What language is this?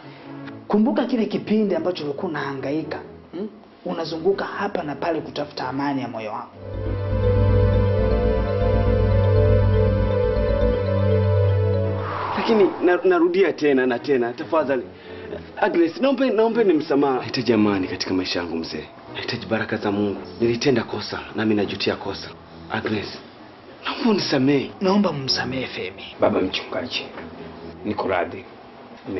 Swahili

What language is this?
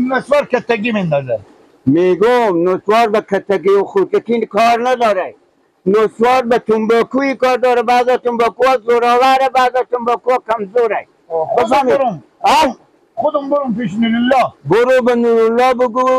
Persian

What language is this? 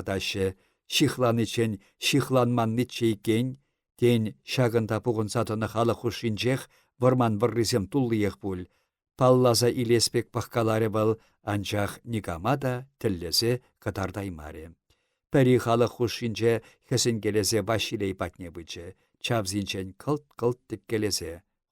Chuvash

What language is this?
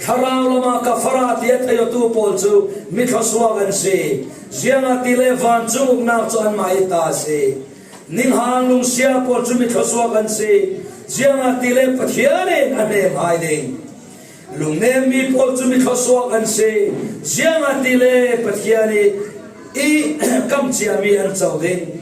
Falam Chin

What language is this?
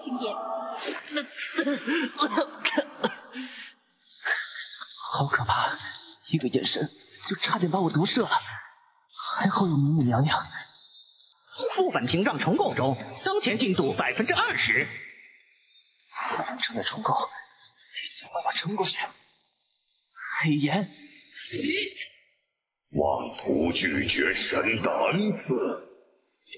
Chinese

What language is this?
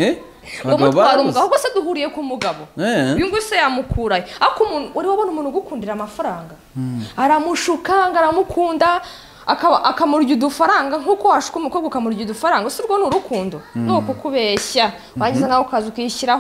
Kinyarwanda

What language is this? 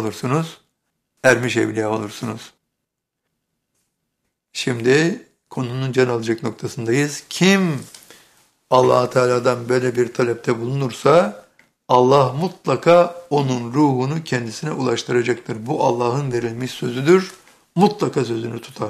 Turkish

